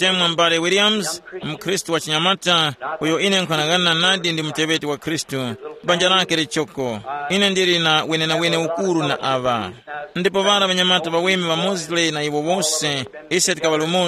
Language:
Tumbuka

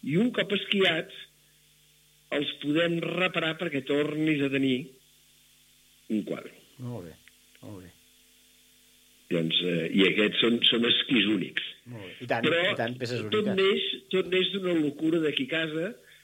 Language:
Catalan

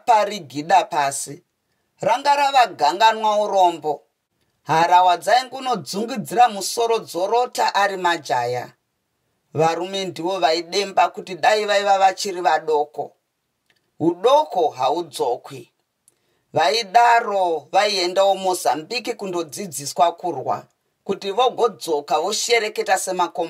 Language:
Shona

